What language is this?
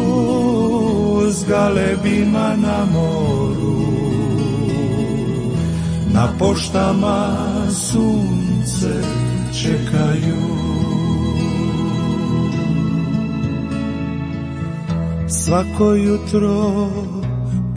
Croatian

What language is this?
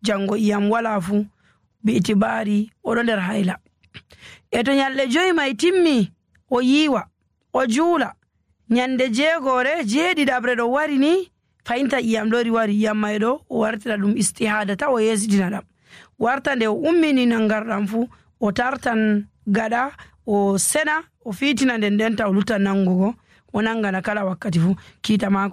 Nigerian Fulfulde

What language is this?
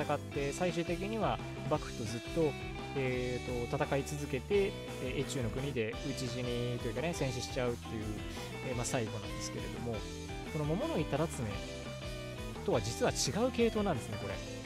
Japanese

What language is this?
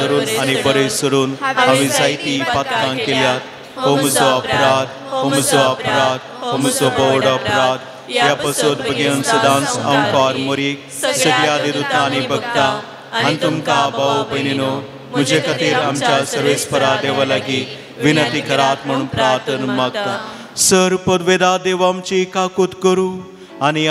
Konkani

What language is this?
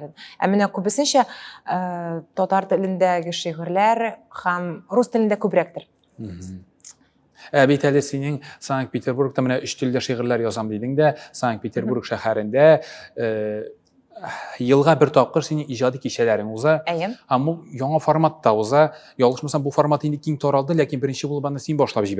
Tatar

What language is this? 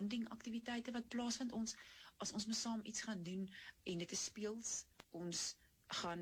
Afrikaans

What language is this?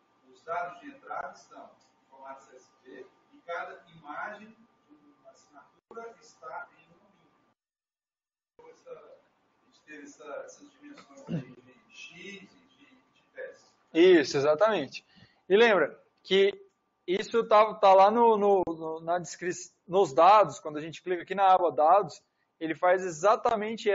Portuguese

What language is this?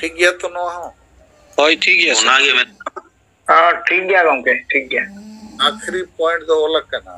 Santali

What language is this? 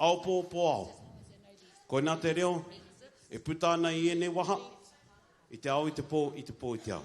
Māori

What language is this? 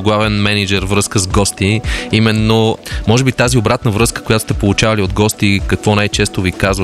Bulgarian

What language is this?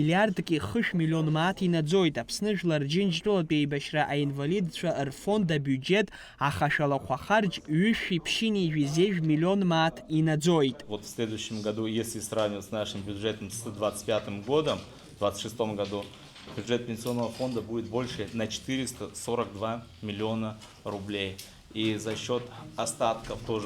Abkhazian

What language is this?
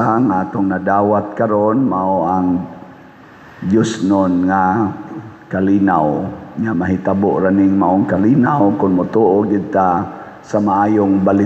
Cebuano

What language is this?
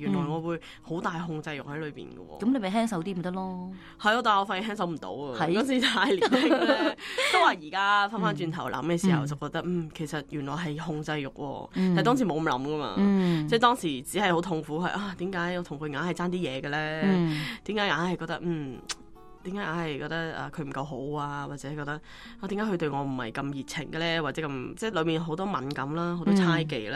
Cantonese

